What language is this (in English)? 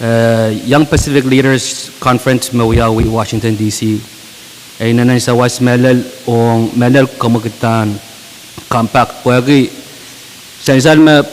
Pohnpeian